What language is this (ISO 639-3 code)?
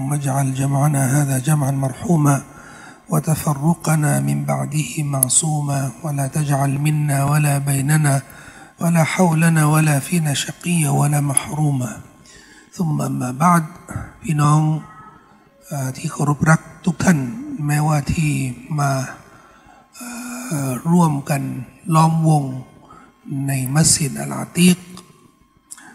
tha